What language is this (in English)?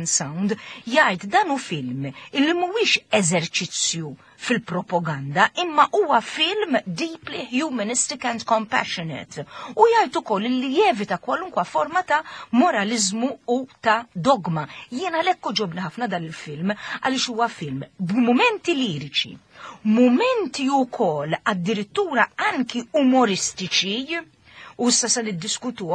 Maltese